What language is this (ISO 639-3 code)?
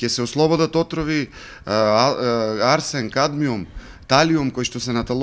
mkd